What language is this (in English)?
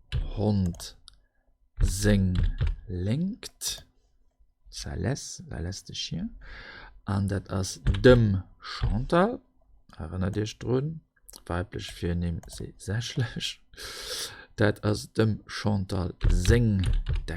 Luxembourgish